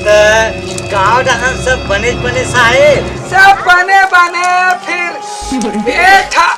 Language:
Chhattisgarhi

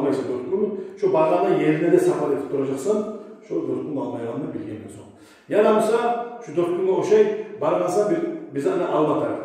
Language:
Kumyk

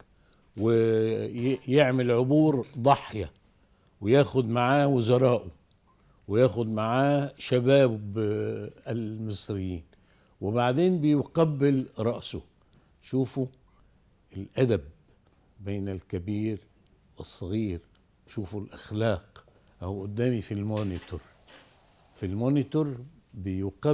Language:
Egyptian Arabic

